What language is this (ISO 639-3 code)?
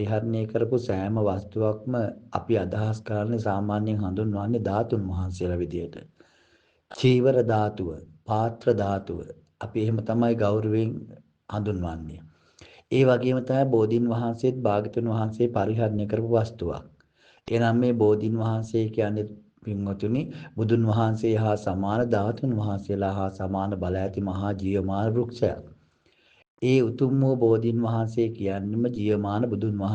sin